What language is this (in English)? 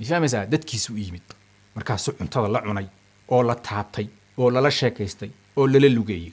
Somali